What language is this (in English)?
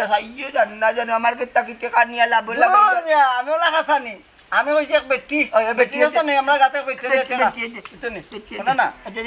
Sylheti